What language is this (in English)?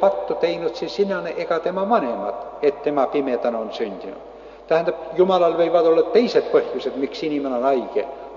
Estonian